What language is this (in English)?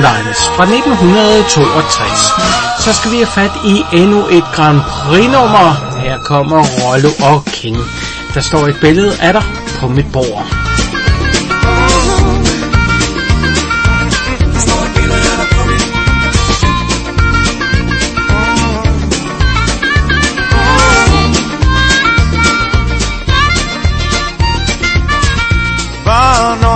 Danish